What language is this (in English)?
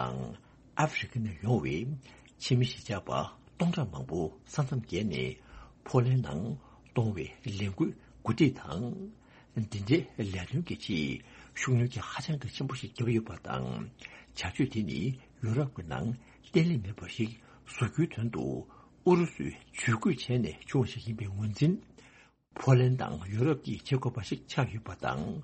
Tibetan